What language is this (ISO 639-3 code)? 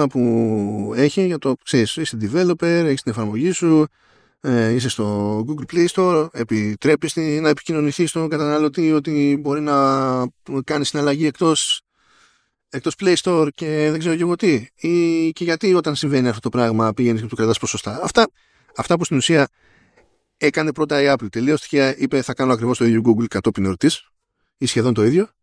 ell